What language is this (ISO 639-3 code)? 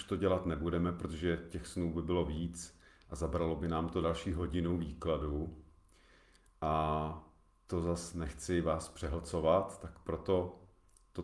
ces